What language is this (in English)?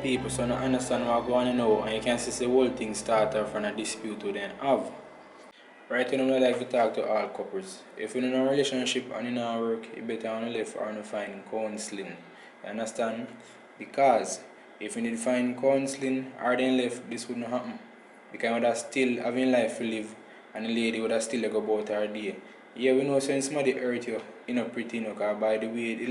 Jamaican Creole English